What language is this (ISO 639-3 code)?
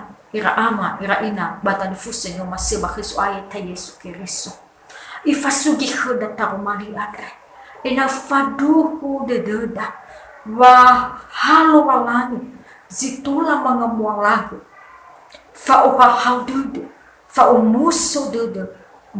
nia